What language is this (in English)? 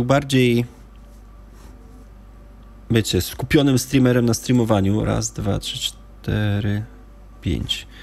Polish